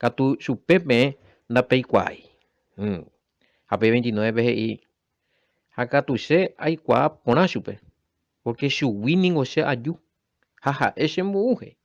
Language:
Guarani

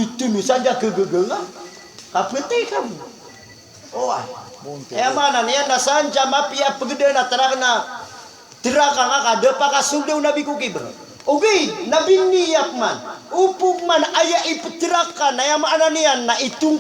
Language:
Maranao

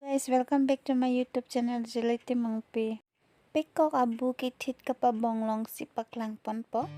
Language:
Karbi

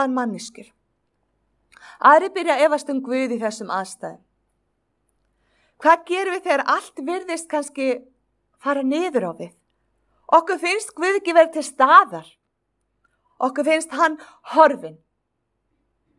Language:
Icelandic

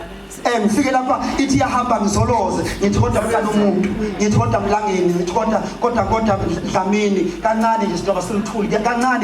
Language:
Zulu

